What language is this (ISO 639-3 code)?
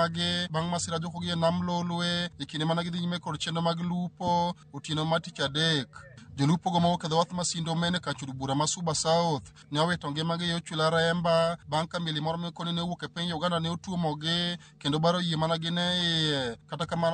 luo